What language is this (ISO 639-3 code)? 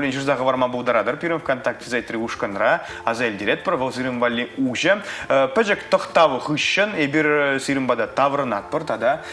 chv